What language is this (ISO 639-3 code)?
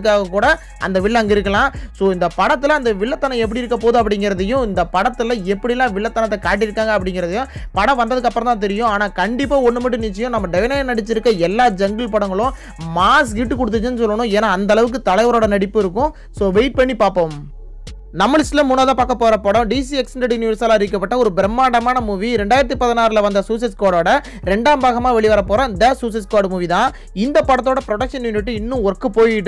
tam